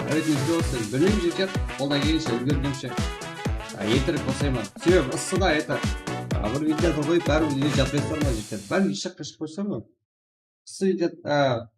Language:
Kara-Kalpak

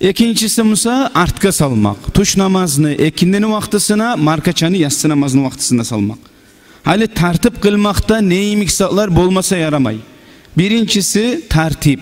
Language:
Kumyk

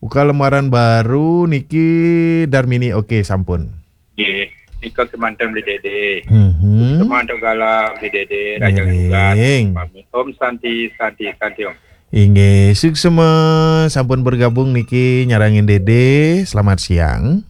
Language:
Balinese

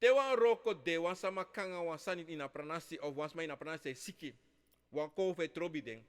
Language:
Sranan Tongo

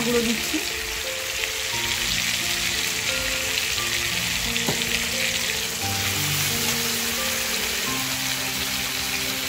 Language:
Bangla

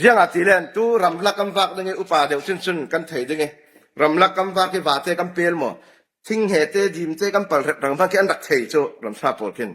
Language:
Falam Chin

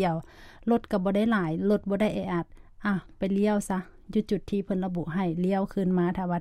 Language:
Lao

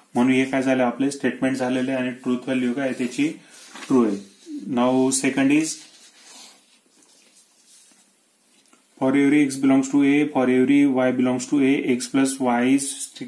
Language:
Marathi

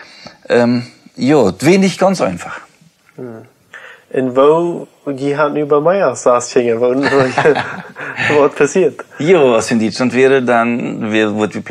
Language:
Plautdietsch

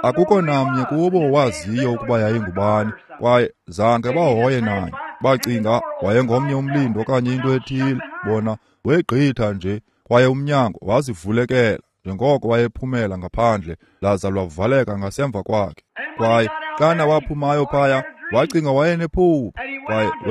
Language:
Xhosa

